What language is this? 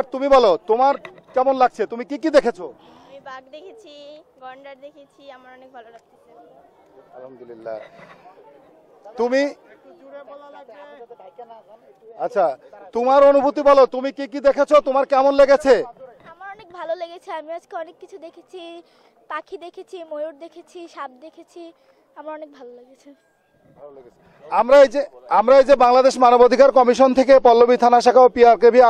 Bangla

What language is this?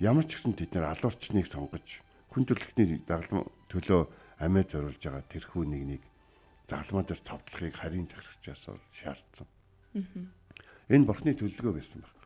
Mongolian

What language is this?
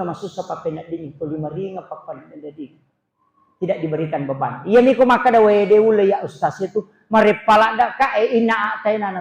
Buginese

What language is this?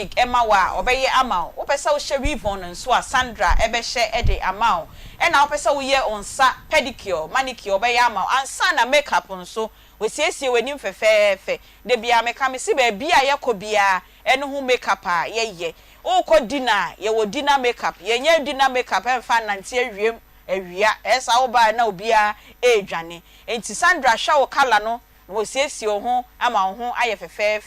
Akan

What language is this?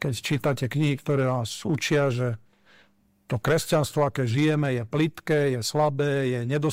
Slovak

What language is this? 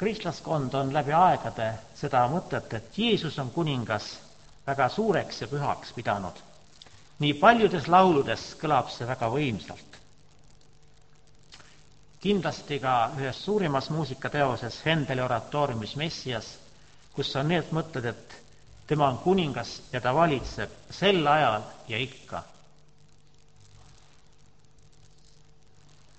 Estonian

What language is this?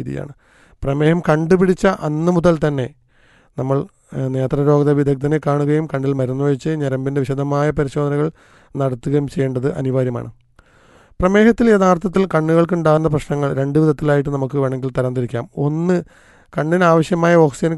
Malayalam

